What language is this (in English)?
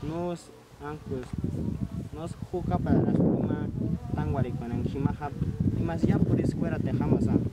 Purepecha